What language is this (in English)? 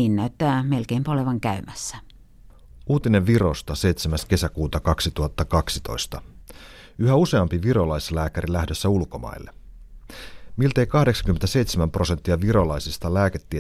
Finnish